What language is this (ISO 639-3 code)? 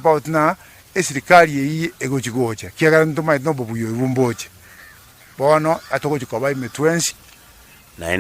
guz